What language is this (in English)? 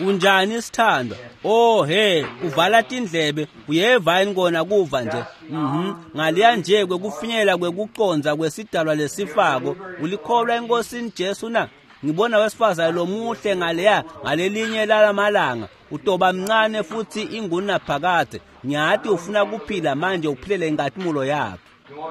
Swati